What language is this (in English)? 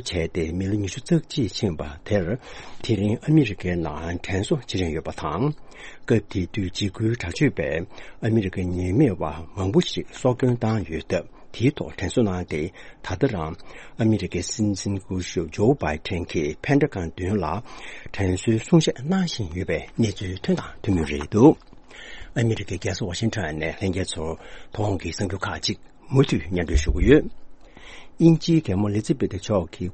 Tibetan